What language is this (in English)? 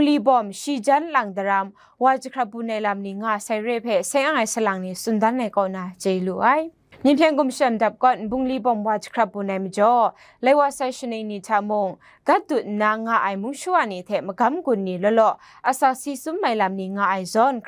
Kachin